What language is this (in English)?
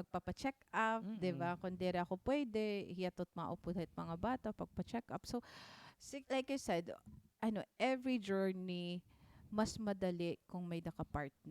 Waray